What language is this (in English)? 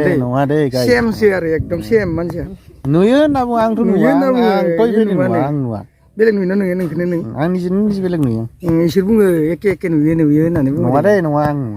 Bodo